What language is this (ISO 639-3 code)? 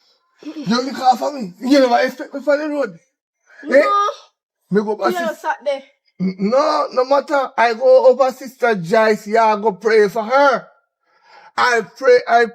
jam